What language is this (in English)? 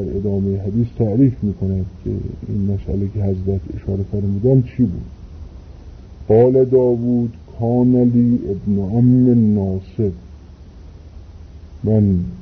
Persian